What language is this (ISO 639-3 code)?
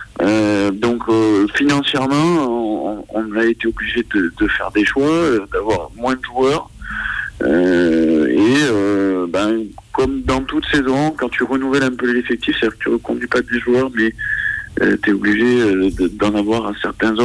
fra